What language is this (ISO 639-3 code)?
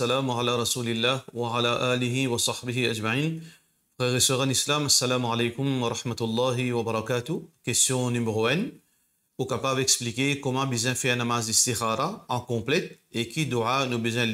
mfe